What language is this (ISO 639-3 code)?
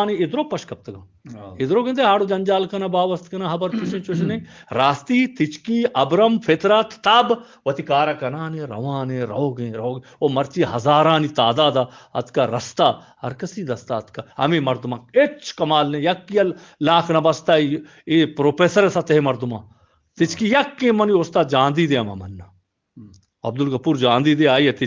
bgp